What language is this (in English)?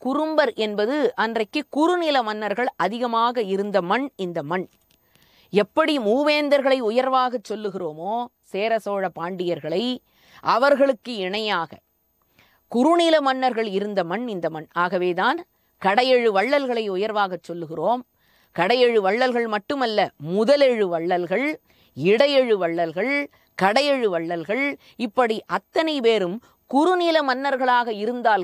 Tamil